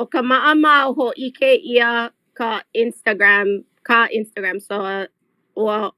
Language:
Hawaiian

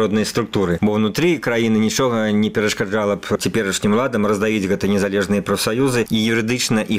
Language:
Belarusian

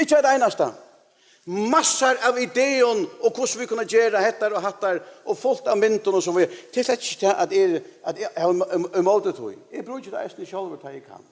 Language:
Faroese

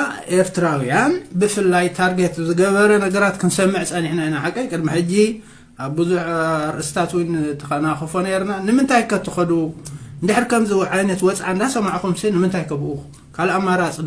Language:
Tigrinya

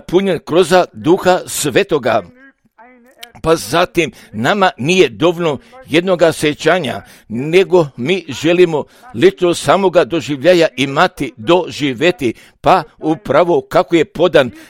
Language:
Croatian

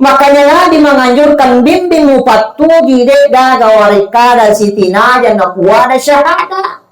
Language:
Buginese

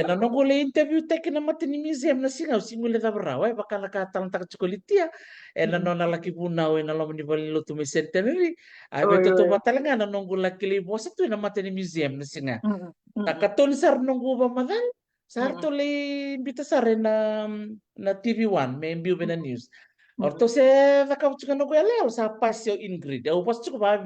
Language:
Fijian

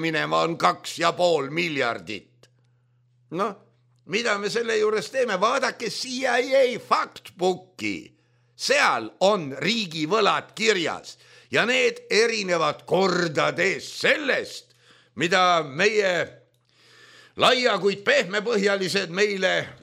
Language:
Estonian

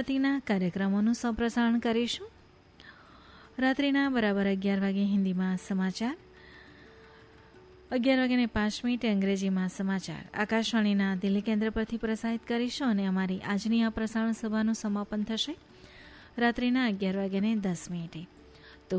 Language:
Gujarati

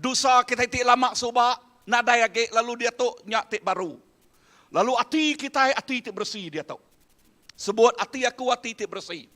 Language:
Iban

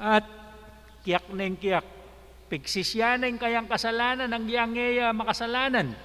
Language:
Pampanga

